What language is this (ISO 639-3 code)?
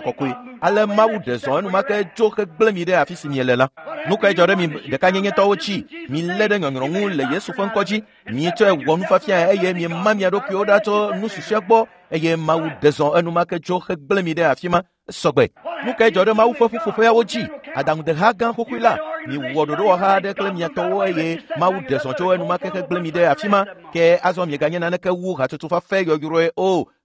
ewe